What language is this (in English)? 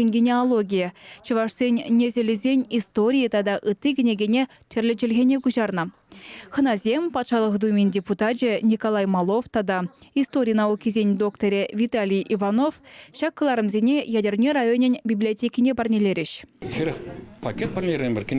Chuvash